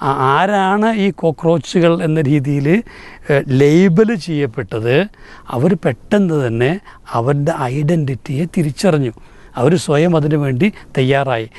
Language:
Malayalam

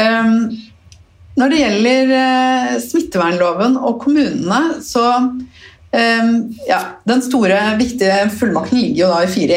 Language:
Norwegian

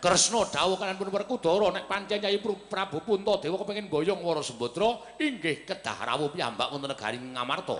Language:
Javanese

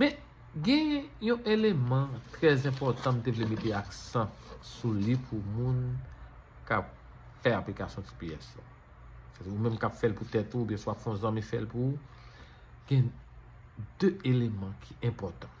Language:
Haitian Creole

